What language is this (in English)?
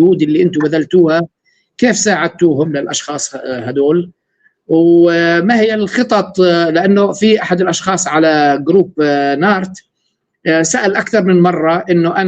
North Levantine Arabic